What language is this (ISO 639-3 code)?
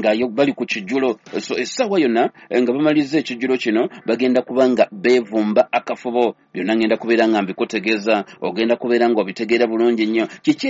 lug